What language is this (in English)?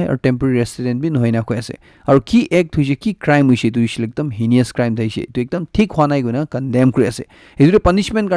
Naga Pidgin